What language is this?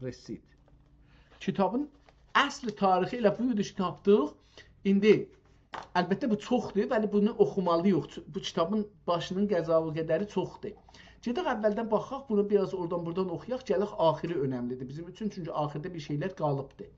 South Azerbaijani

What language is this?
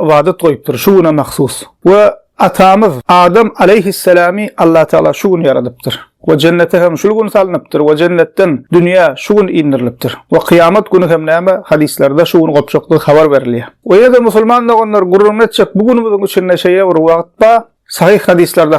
Turkmen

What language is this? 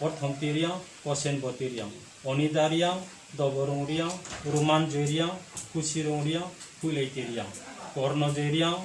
Riang (India)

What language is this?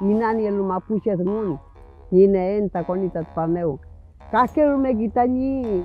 Mapuche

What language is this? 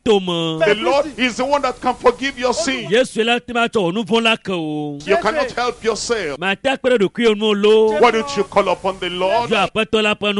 Ewe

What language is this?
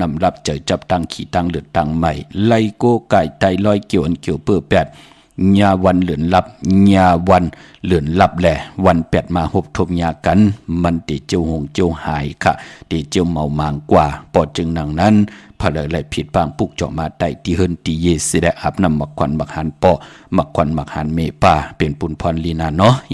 Shan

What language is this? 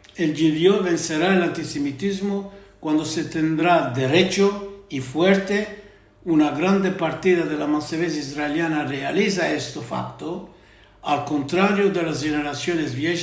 Ladino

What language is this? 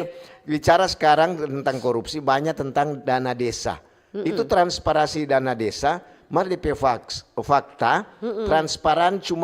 Manado Malay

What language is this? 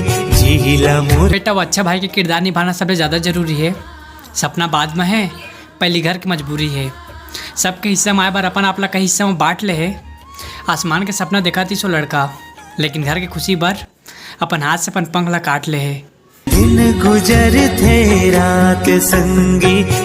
Chhattisgarhi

